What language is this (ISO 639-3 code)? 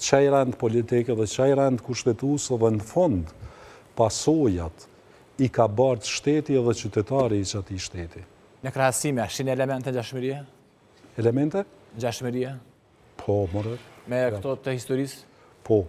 sqi